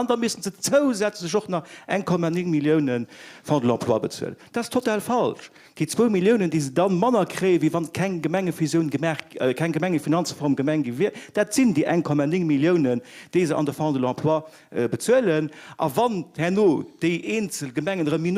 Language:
Luxembourgish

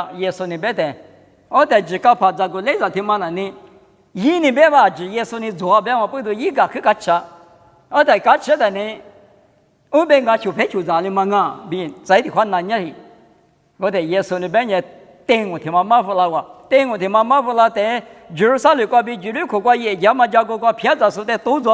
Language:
Lisu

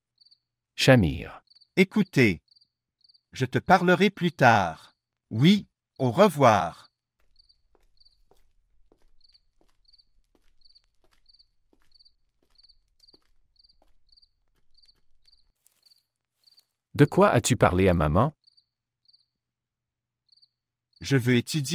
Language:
French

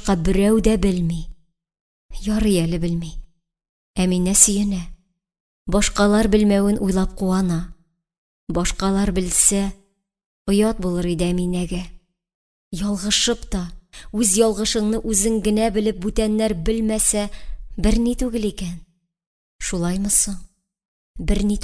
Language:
Tatar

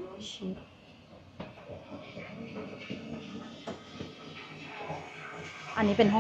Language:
Thai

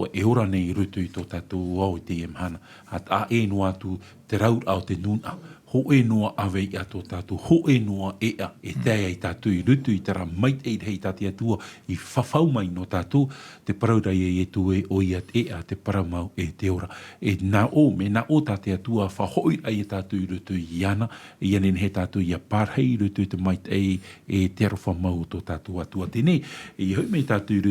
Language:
Tahitian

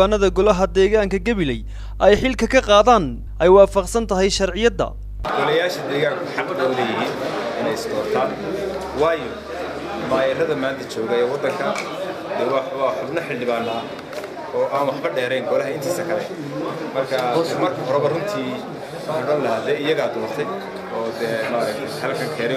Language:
Somali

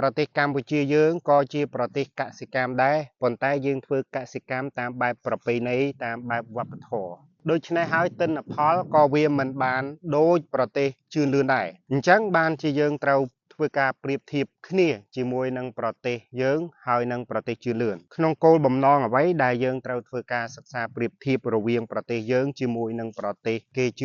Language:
Khmer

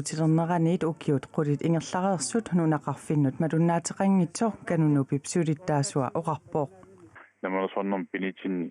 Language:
Kalaallisut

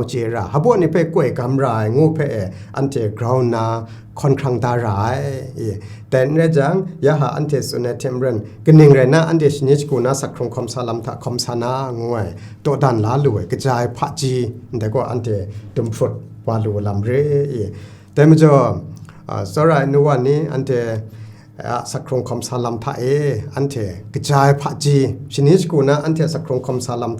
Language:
Kachin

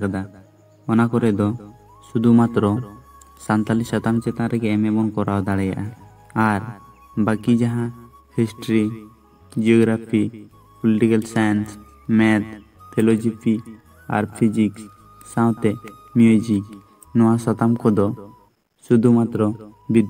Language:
Santali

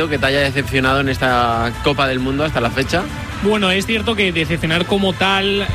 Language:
Spanish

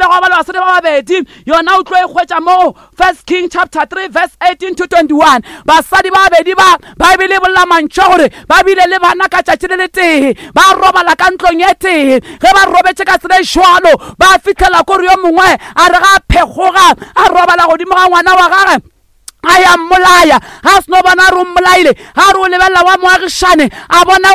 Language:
Northern Sotho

